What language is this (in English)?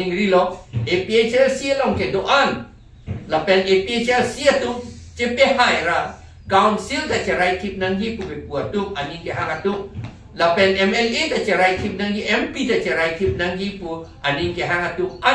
Karbi